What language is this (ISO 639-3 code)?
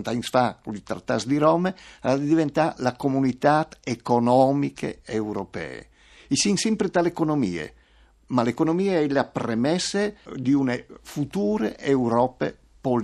fur